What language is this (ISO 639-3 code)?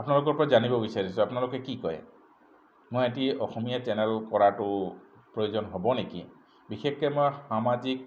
asm